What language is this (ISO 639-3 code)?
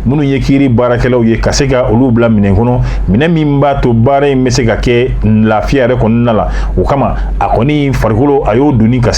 bam